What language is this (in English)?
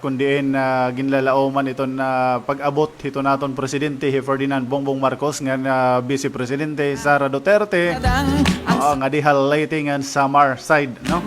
Waray